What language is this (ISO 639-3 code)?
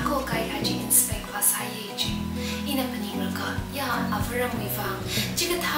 nmf